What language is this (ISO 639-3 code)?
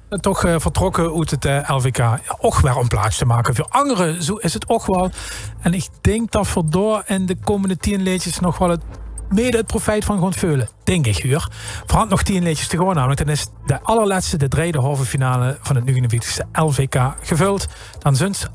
lim